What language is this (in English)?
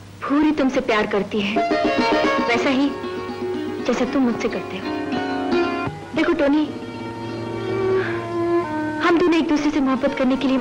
Hindi